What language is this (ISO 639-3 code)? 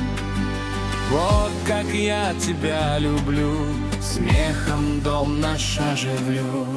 rus